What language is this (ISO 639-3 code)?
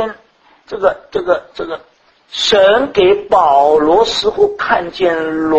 zho